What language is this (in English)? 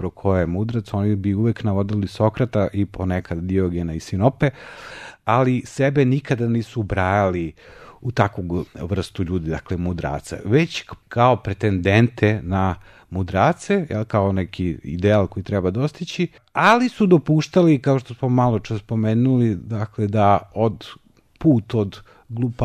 Serbian